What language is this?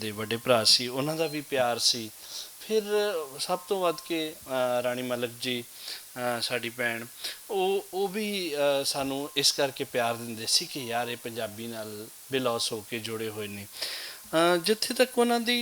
Western Panjabi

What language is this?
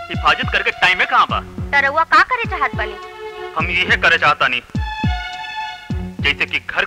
Bhojpuri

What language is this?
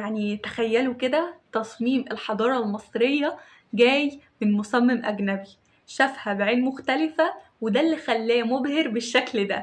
Egyptian Arabic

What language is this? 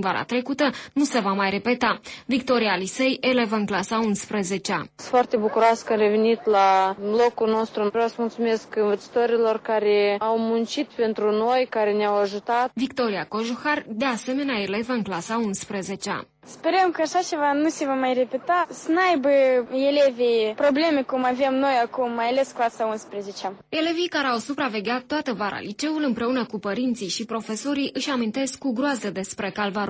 Romanian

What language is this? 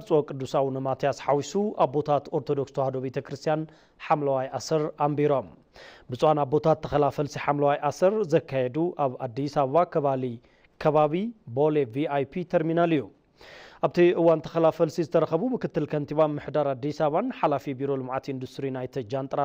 Tigrinya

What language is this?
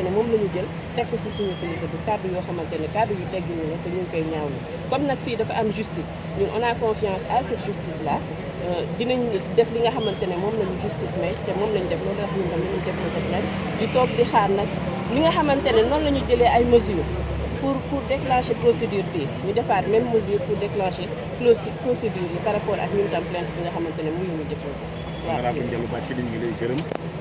Wolof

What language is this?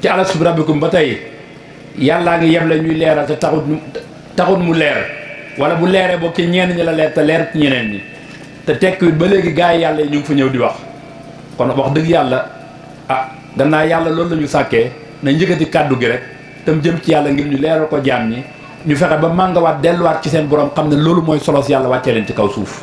Wolof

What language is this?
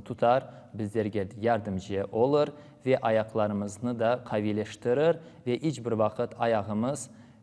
Crimean Tatar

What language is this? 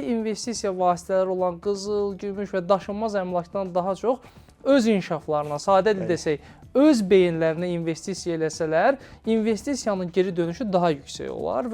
Azerbaijani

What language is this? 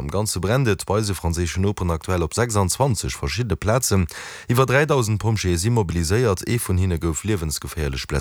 Luxembourgish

